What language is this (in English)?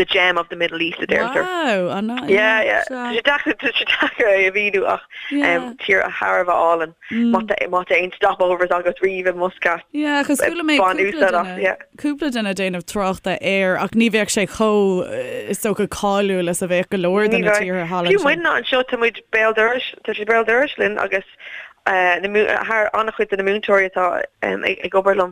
Irish